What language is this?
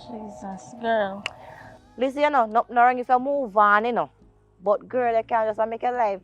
Jamaican Creole English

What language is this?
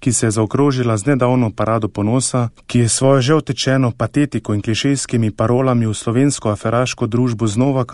Slovenian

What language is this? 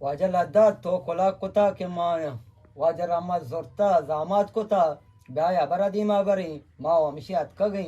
Eastern Balochi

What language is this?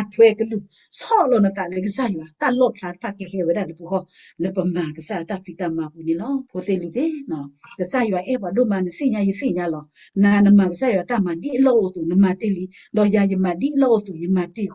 S'gaw Karen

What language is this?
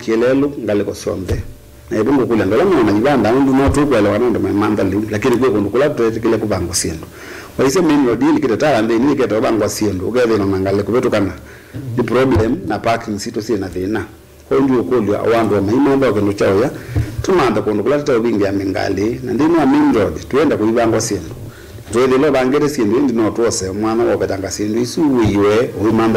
Kamba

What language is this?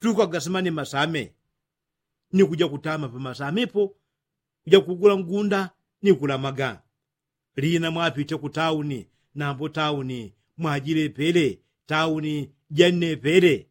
Yao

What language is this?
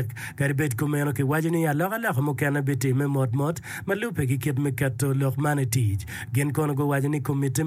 Acoli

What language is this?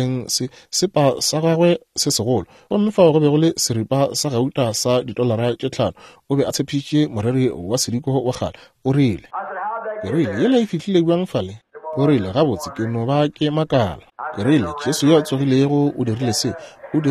Northern Sotho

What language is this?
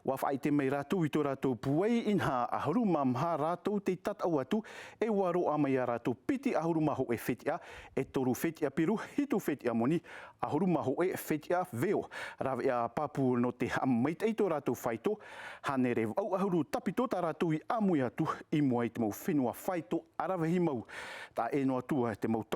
Tahitian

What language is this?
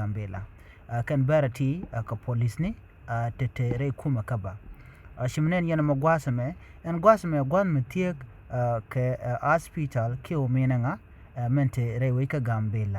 Nuer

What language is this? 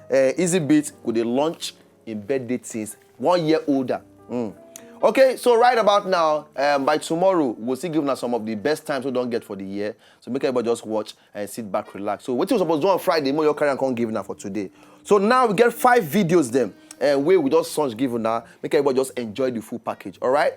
Nigerian Pidgin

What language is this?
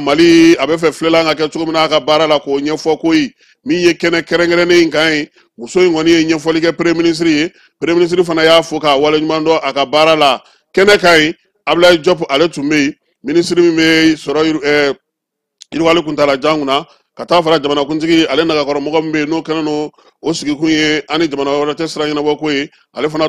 Bambara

